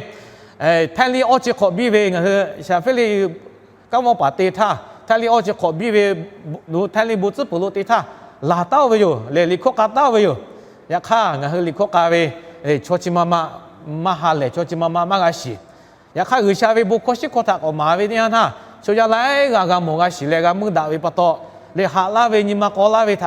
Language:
Lahu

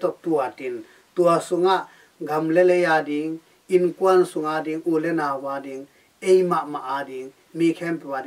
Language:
Tedim Chin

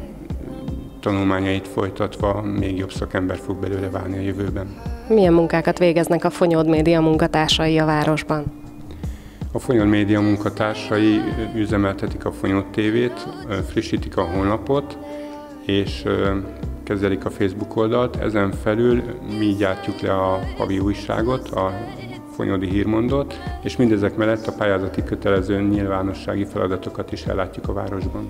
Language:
Hungarian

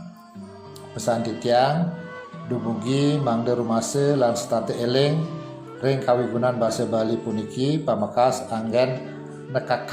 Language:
Balinese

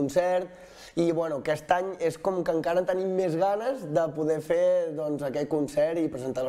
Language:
Catalan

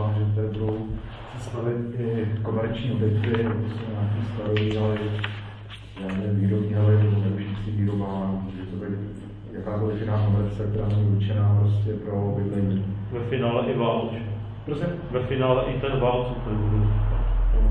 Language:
Czech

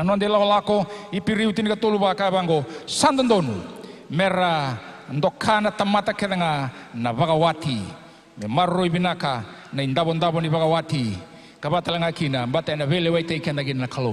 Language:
Fijian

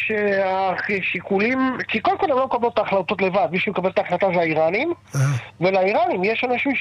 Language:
Hebrew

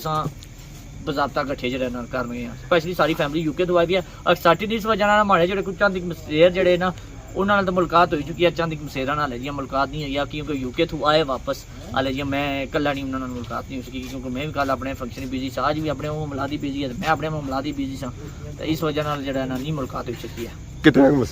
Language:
Pahari-Potwari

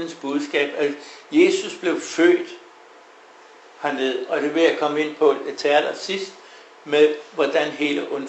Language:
Danish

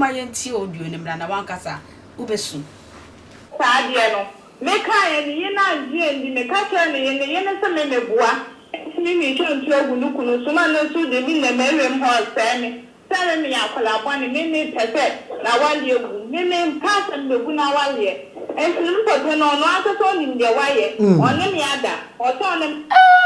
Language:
Akan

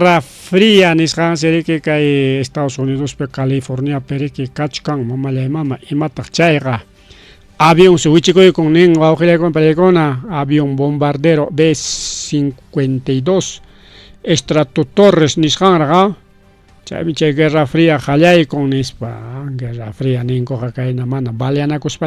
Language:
Ayacucho Quechua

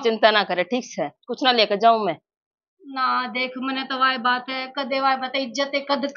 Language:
Haryanvi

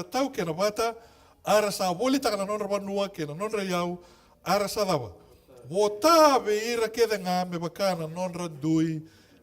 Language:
Fijian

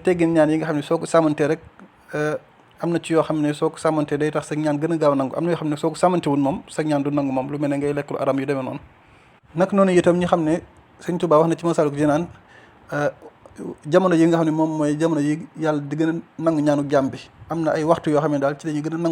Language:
Wolof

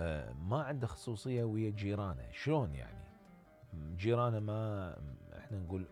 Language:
Mesopotamian Arabic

